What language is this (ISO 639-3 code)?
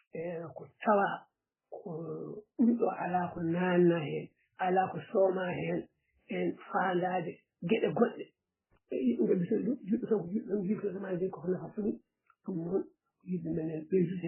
ful